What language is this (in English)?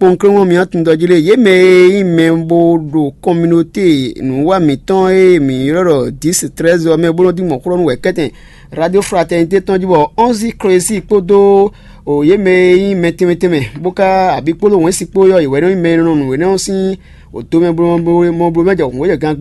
Fon